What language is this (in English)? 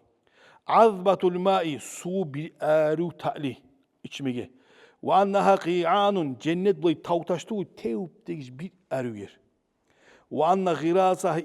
Kumyk